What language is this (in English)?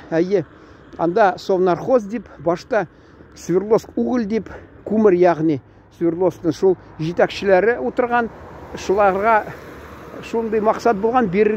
Tatar